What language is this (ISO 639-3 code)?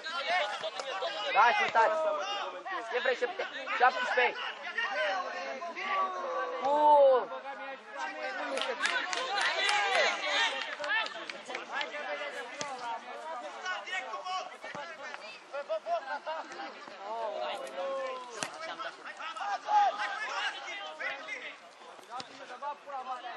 ron